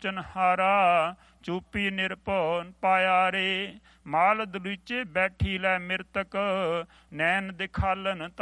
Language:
Punjabi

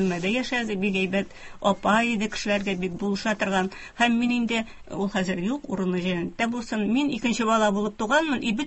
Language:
Tatar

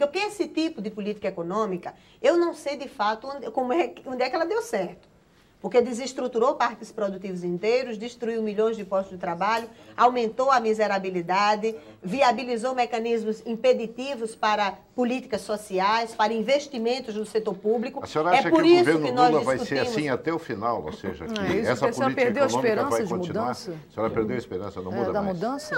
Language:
Portuguese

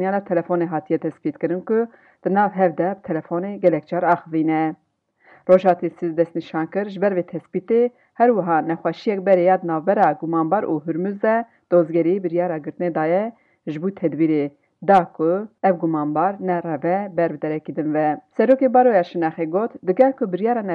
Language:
Kurdish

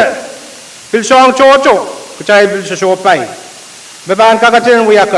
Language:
Pohnpeian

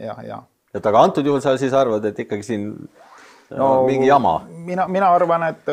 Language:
Estonian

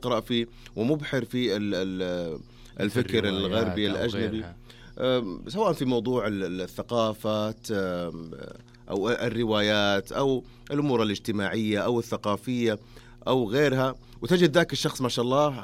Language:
Arabic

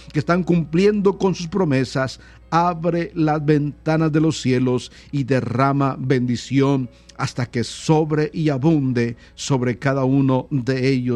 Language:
Spanish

